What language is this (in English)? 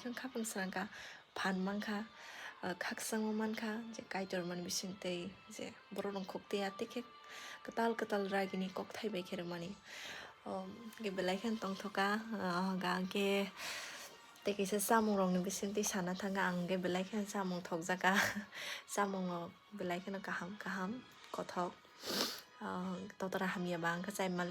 Kok Borok